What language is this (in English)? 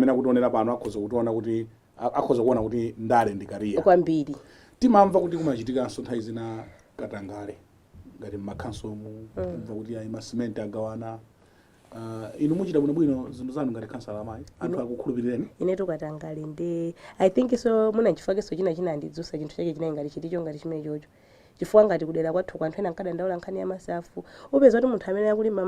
Nyanja